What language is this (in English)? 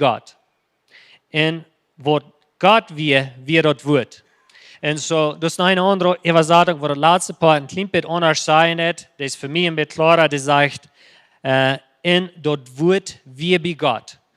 Plautdietsch